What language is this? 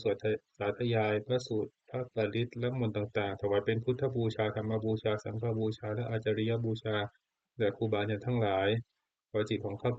Pali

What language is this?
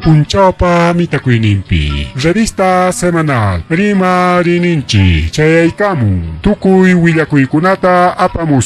Ayacucho Quechua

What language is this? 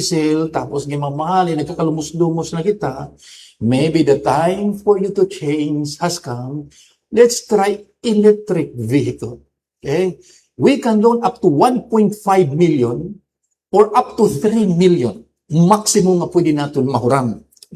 Waray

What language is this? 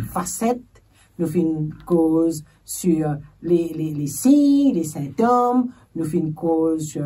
Morisyen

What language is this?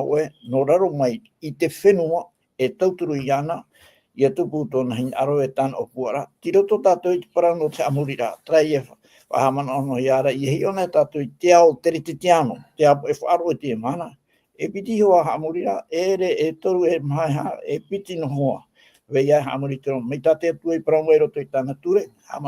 Tahitian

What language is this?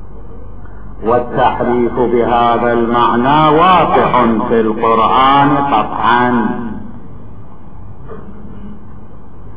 Arabic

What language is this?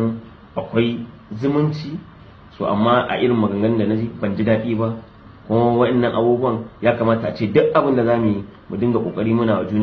Hausa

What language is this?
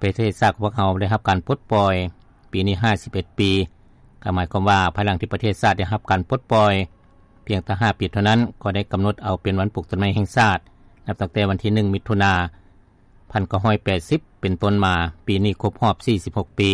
Lao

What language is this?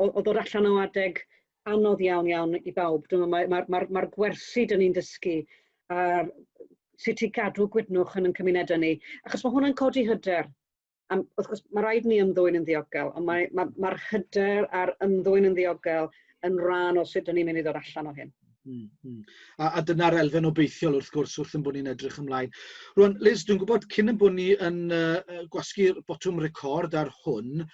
Welsh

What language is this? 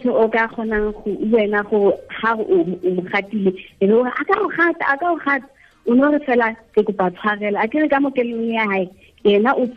Tswana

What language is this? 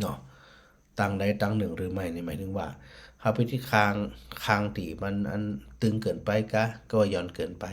Northern Thai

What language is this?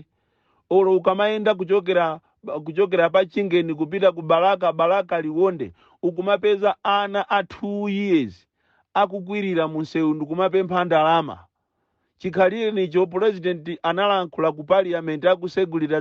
Nyanja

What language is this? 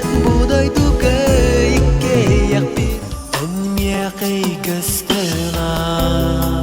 Yakut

